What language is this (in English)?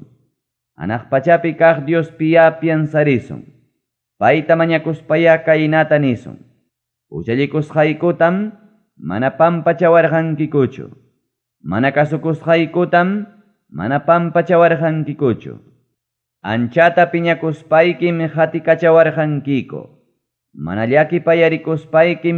Ayacucho Quechua